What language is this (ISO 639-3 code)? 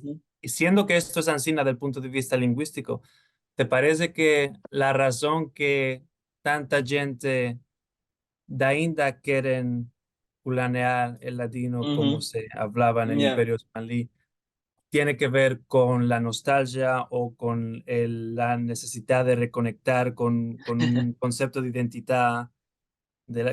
lad